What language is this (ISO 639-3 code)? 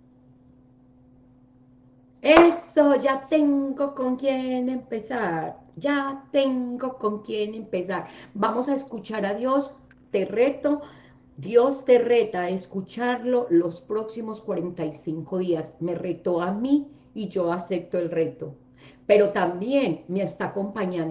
spa